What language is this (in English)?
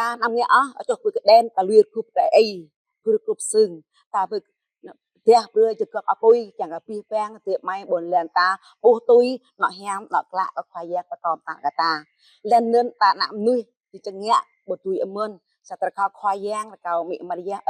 Jarai